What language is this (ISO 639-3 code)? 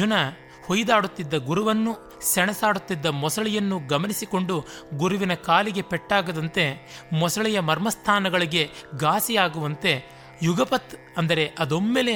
kan